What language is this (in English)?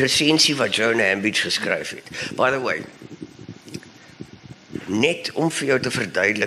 Afrikaans